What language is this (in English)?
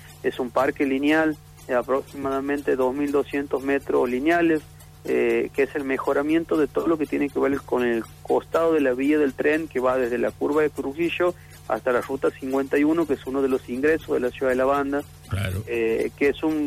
Spanish